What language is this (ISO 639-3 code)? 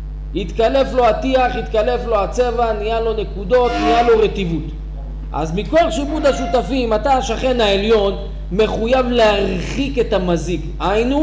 heb